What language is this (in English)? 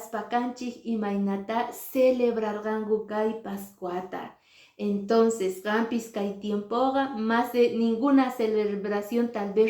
Quechua